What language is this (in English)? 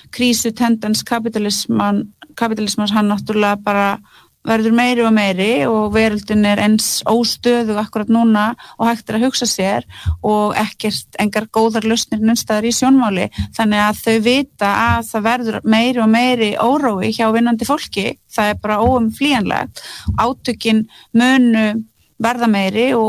Icelandic